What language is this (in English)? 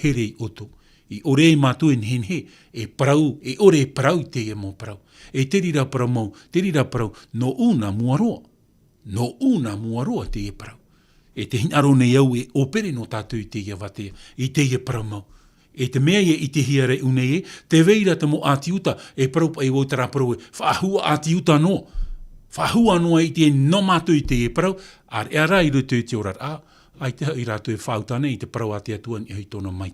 Tahitian